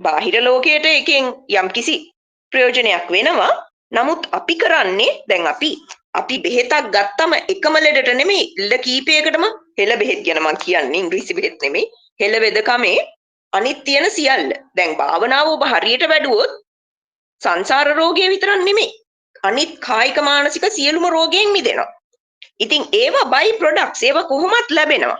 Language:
Sinhala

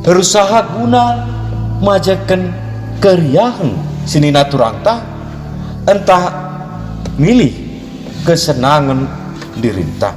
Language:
Batak Karo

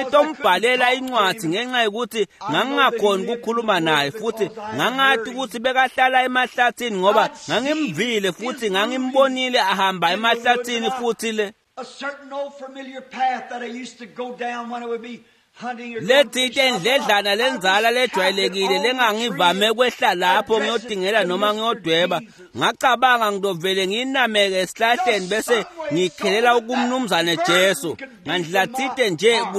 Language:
Swati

